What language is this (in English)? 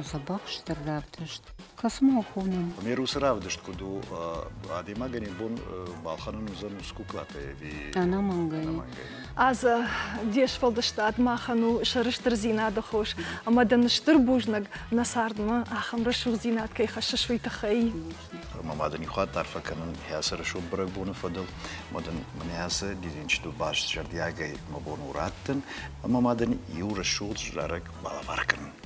Ossetic